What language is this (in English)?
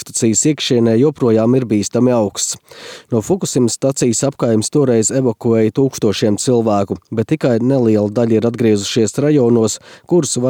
Latvian